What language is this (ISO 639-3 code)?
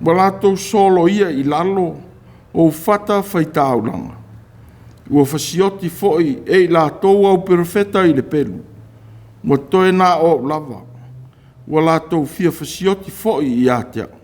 smo